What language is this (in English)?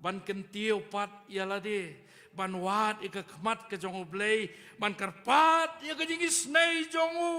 Khasi